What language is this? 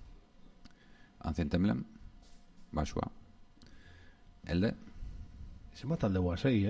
Basque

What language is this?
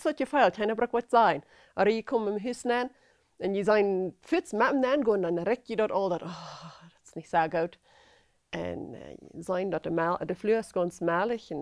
Plautdietsch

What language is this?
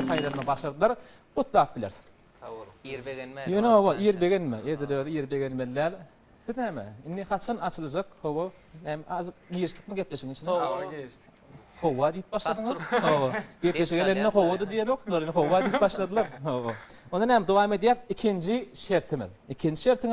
Turkmen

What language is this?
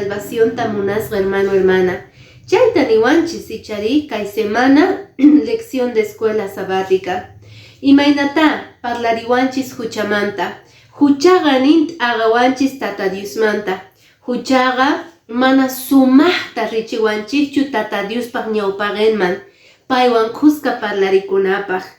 Quechua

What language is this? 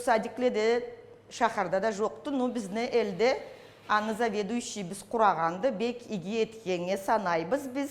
Karachay-Balkar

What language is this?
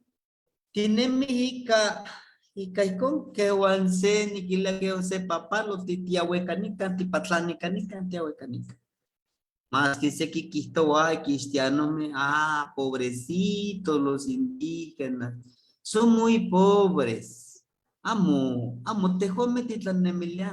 Eastern Huasteca Nahuatl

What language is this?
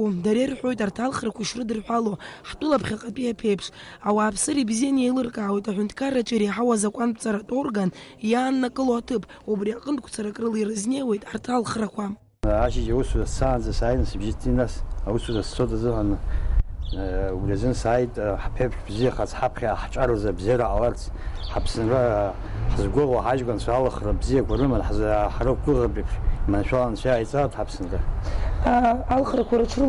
Abkhazian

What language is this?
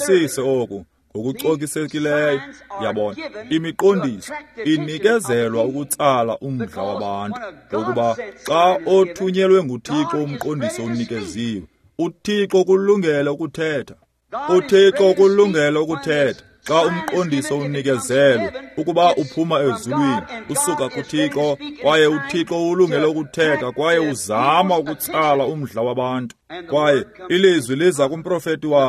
Xhosa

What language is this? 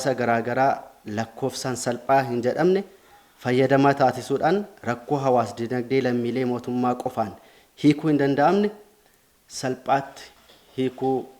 Oromo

